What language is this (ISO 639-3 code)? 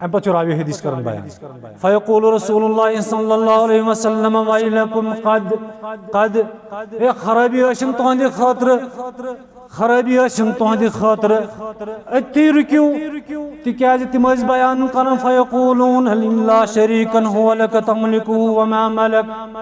kas